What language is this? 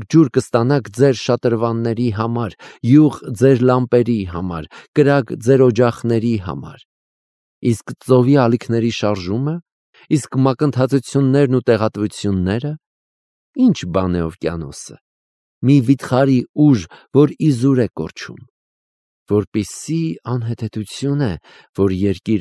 Armenian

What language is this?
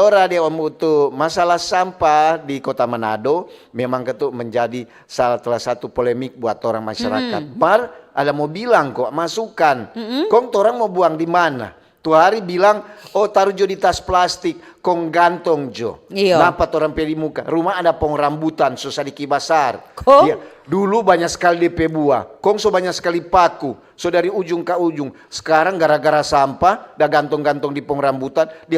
Manado Malay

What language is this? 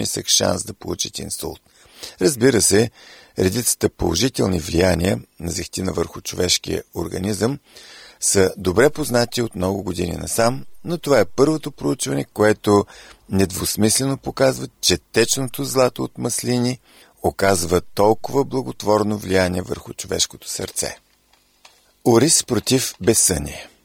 Bulgarian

